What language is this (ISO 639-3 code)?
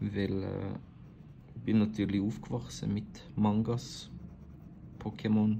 gsw